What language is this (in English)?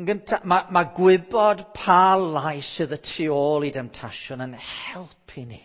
Welsh